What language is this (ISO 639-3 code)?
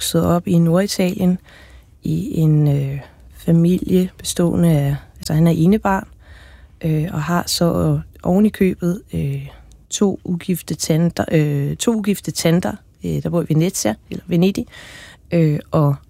dan